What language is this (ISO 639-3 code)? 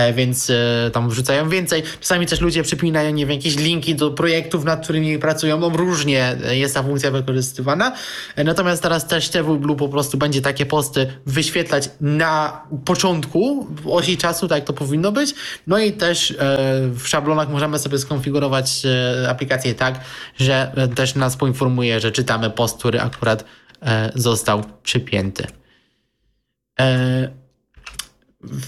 pol